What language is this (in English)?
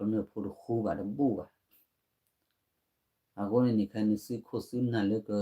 S'gaw Karen